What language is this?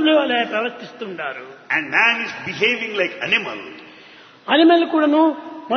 Telugu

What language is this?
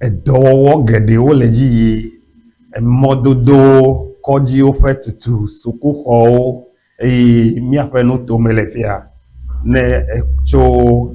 Ewe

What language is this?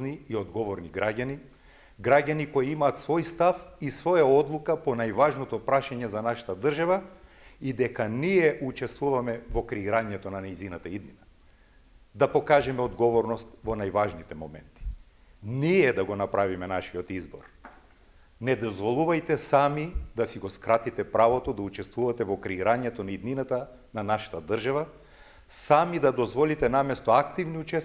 Macedonian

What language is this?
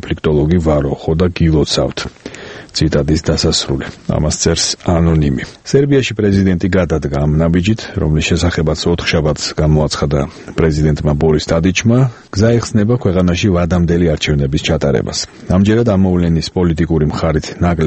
Georgian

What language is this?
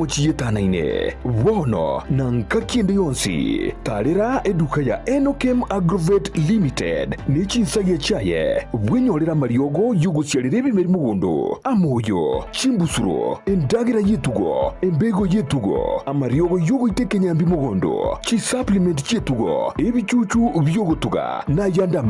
Gusii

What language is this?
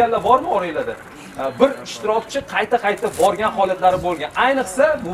Uzbek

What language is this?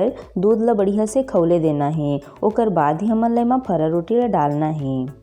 Chhattisgarhi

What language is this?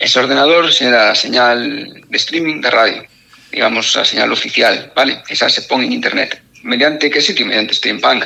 Galician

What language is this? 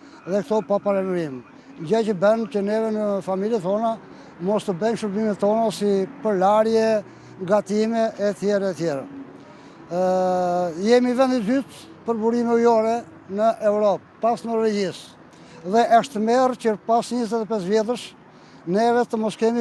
Albanian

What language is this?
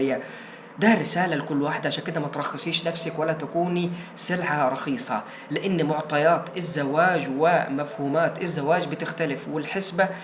Egyptian Arabic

